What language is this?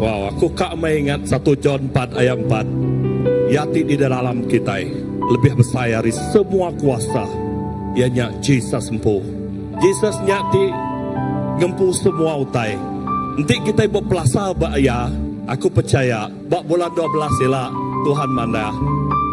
Iban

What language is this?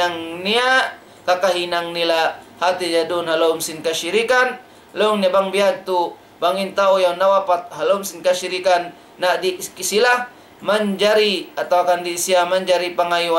Tausug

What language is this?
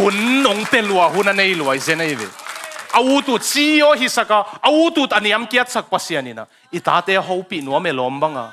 Tedim Chin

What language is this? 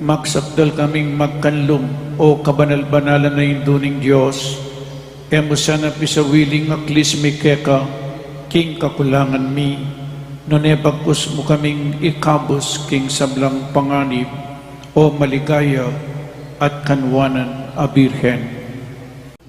Pampanga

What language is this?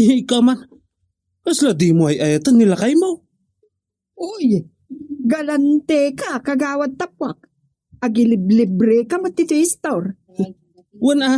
Iloko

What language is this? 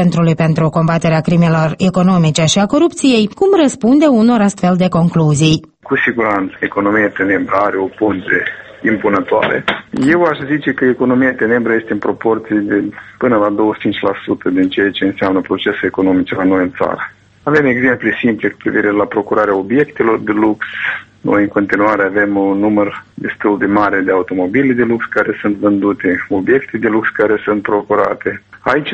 Romanian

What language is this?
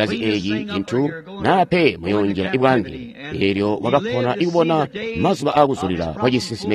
Tonga (Zambia)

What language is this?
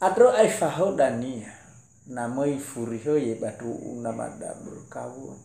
Nias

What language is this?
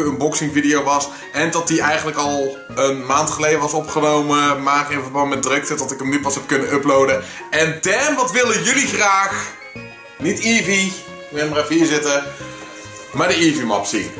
Dutch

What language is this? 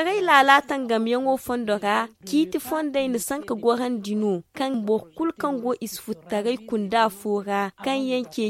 Zarma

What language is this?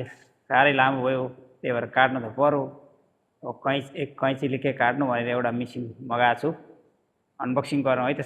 Nepali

